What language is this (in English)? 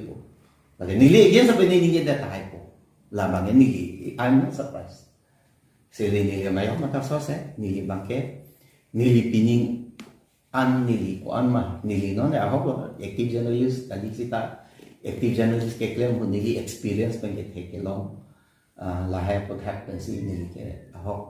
Karbi